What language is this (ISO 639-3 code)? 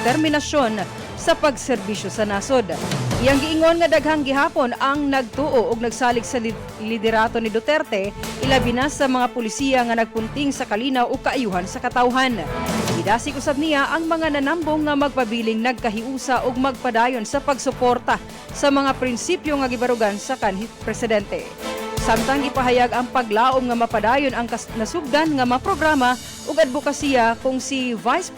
ceb